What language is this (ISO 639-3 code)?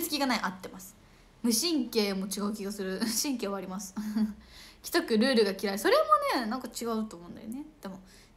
jpn